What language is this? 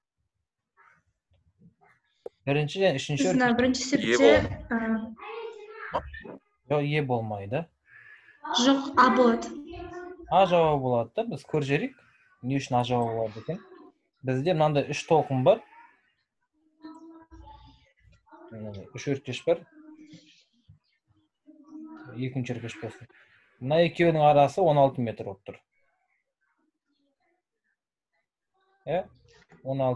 Kazakh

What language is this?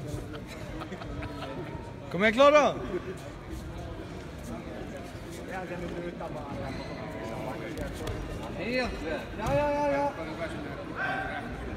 Swedish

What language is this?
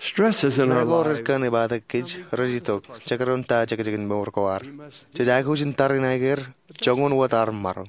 Marshallese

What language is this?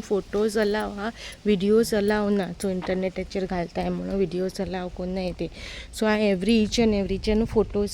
Konkani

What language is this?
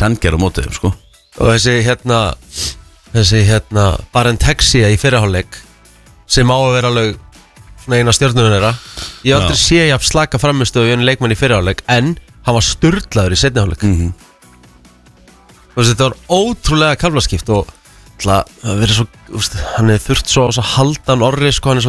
Icelandic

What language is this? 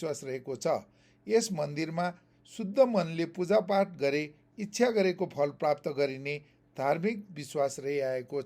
Nepali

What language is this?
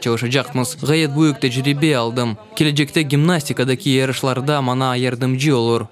Crimean Tatar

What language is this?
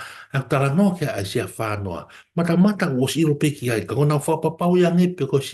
Tongan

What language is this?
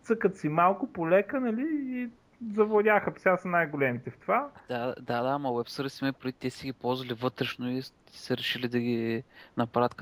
Bulgarian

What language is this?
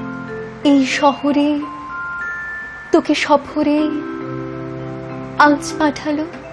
Bangla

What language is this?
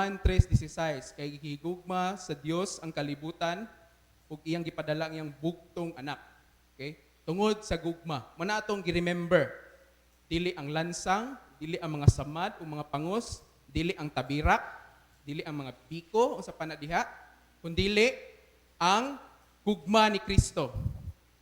Cebuano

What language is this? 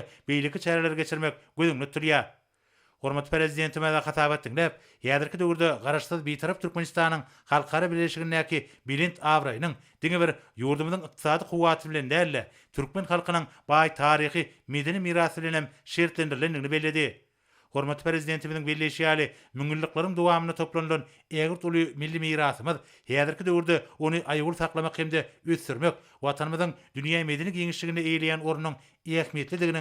Turkmen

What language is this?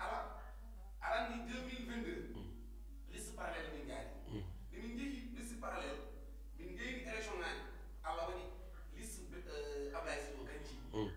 Fula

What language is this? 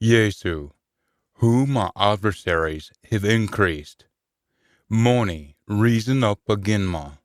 Scots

